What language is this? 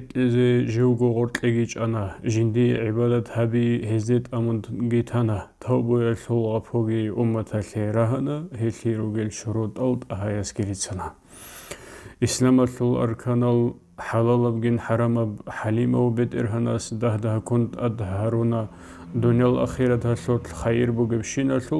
Avaric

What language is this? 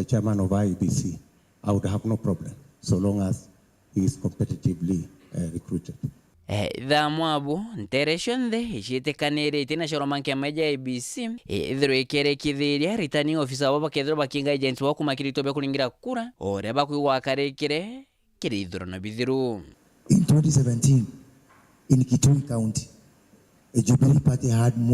Meru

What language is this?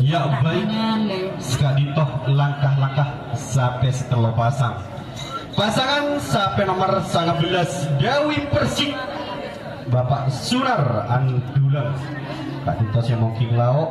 Madurese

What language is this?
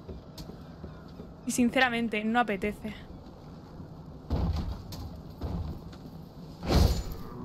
Spanish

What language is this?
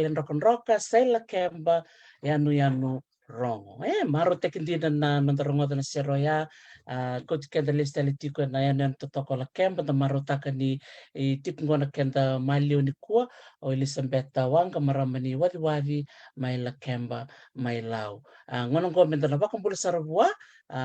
Fijian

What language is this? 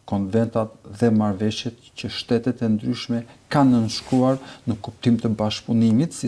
Albanian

